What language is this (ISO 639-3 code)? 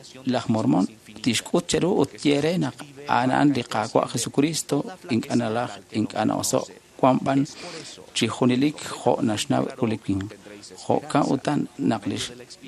kek